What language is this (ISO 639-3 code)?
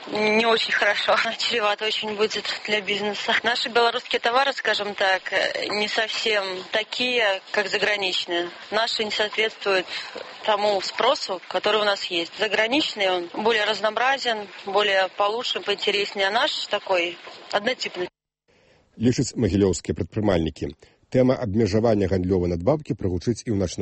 bel